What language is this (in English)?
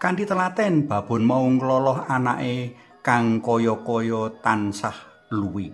Javanese